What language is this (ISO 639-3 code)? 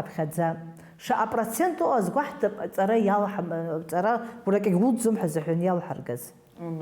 abk